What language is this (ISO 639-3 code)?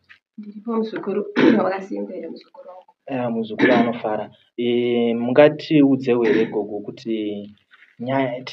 sna